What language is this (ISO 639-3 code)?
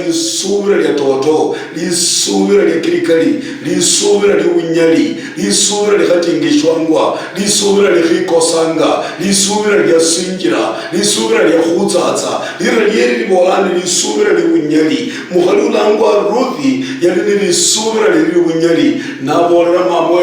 luy